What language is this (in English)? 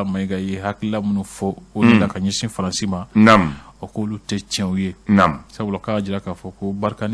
Bambara